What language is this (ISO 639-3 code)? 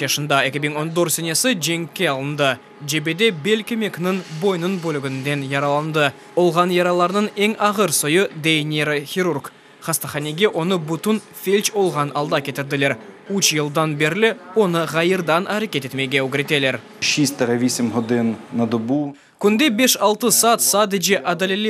crh